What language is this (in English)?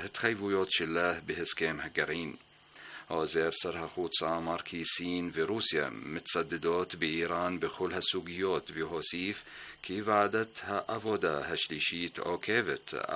Hebrew